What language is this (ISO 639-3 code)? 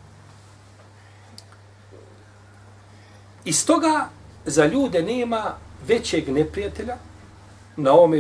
bos